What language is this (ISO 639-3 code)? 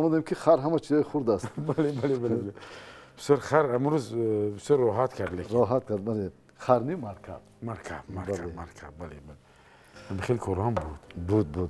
tgk